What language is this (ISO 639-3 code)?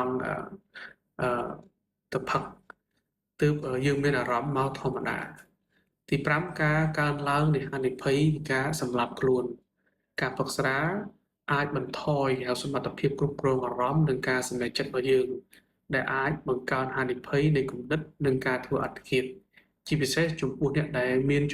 khm